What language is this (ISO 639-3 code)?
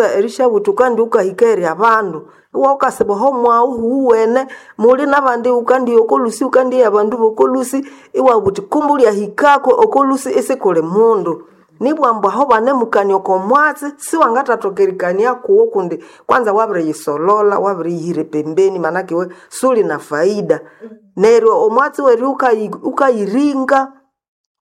nnb